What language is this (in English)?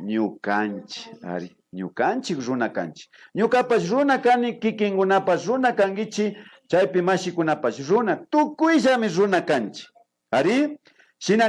Imbabura Highland Quichua